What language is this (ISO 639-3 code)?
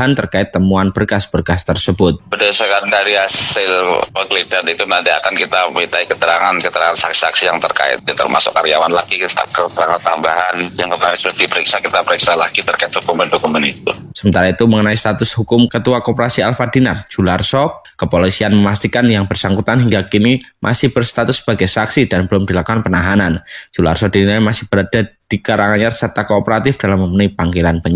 ind